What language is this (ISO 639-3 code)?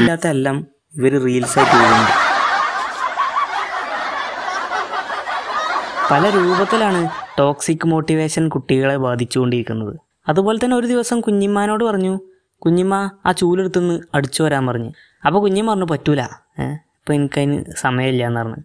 mal